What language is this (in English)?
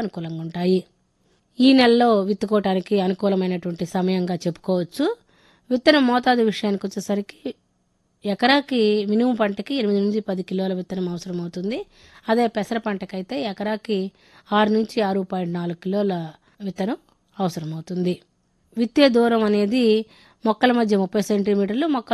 Telugu